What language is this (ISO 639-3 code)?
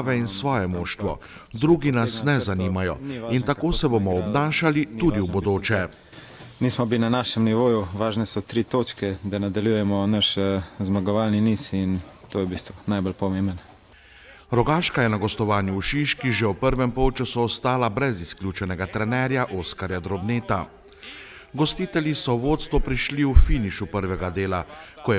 slv